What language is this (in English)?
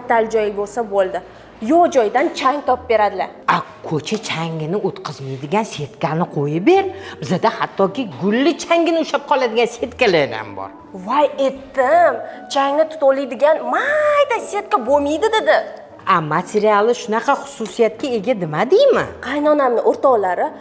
Uzbek